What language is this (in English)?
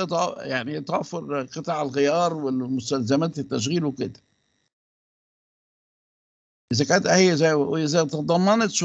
Egyptian Arabic